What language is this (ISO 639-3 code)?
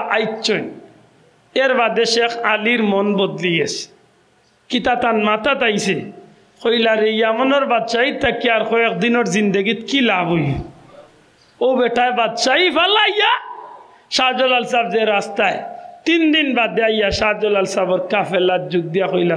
syl